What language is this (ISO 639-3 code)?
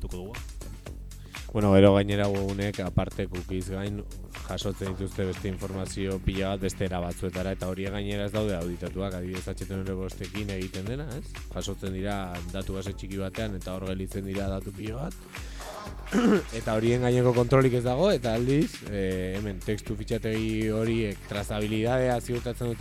eus